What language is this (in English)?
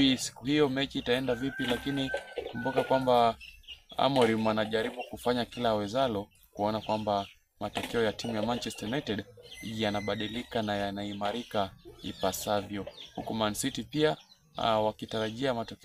Swahili